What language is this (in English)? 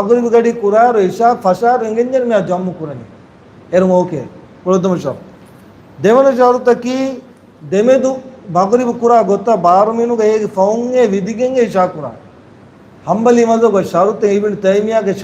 Divehi